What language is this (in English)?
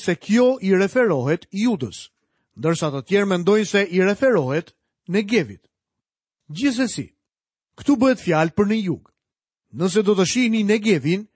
Albanian